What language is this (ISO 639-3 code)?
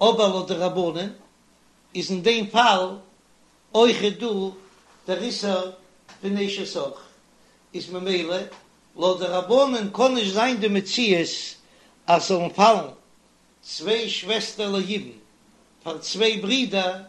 yid